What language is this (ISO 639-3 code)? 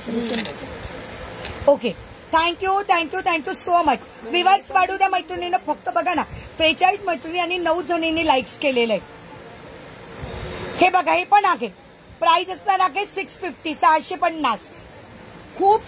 mar